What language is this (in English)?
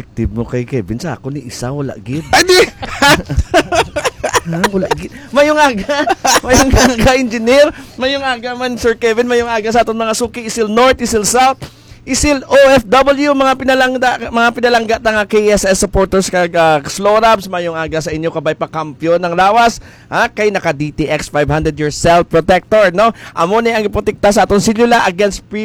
Hiligaynon